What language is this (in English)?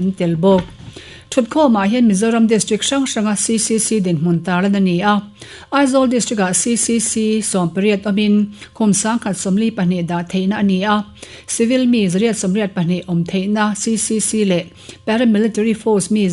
Mizo